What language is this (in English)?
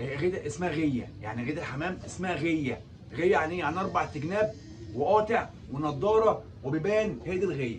Egyptian Arabic